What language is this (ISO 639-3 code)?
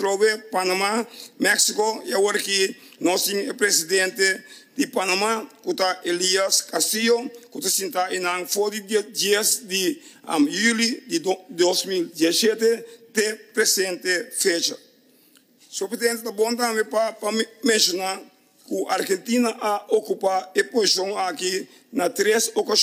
pap